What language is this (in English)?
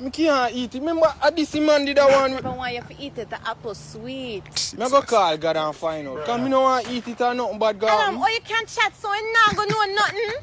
Jamaican Creole English